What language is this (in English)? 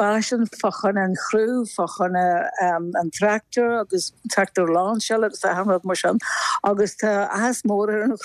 Irish